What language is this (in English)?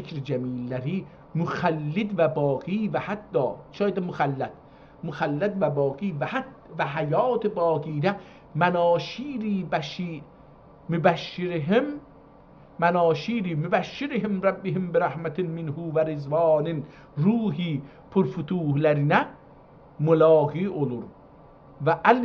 South Azerbaijani